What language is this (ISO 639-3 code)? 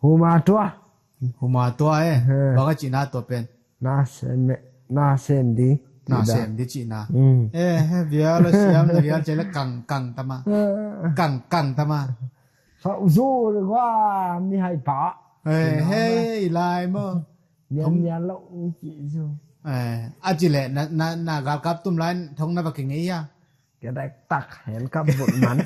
ctd